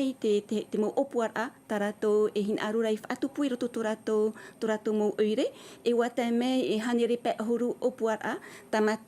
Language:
Tahitian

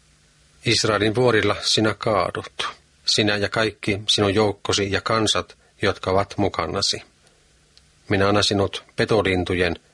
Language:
Finnish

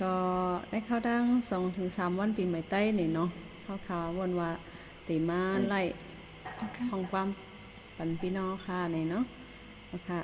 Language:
Shan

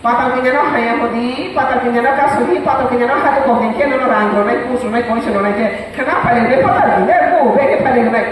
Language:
Riang (India)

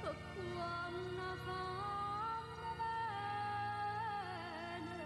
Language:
Neapolitan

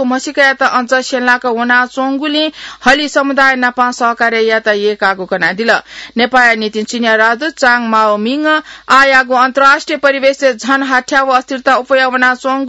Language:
Newari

